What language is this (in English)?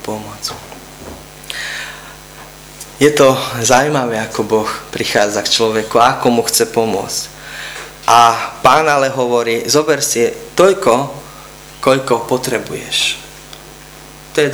Slovak